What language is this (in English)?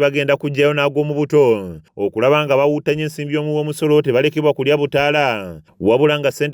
Ganda